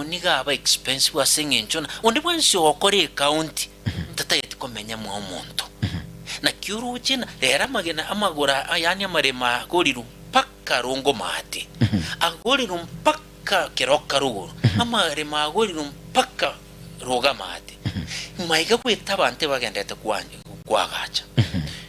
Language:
Gusii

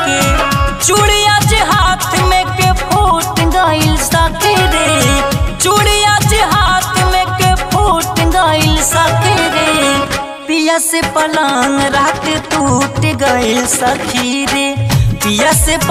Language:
Bhojpuri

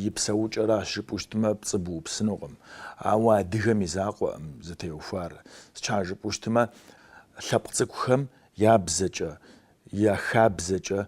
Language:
Kabardian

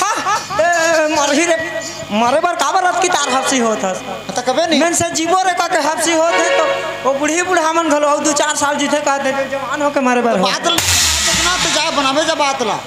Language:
Chhattisgarhi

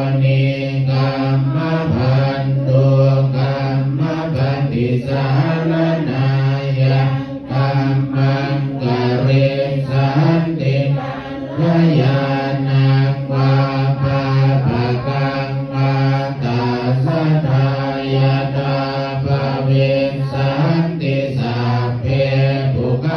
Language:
Pali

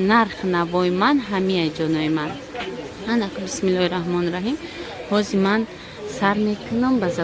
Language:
Tajik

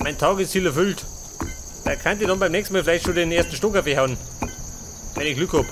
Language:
Bavarian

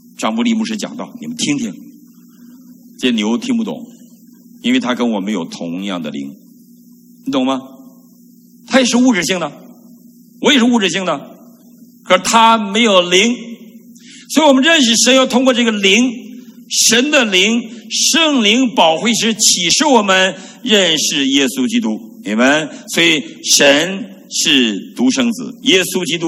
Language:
Chinese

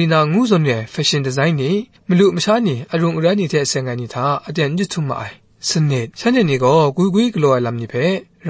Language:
Kachin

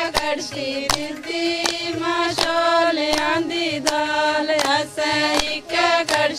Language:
Dogri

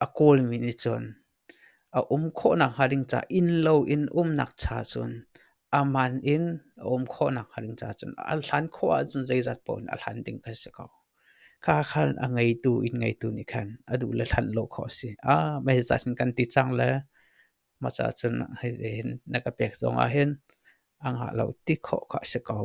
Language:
Hakha Chin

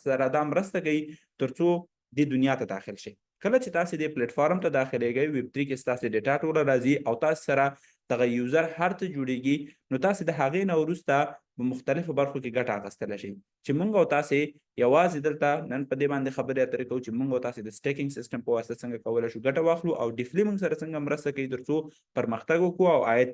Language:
Pashto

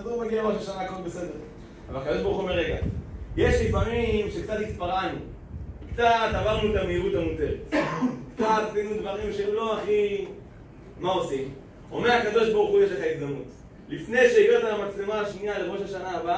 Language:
Hebrew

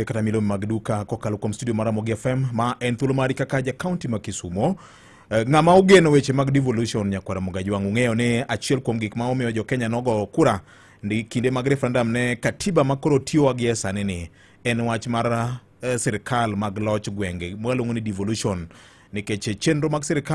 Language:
Luo (Kenya and Tanzania)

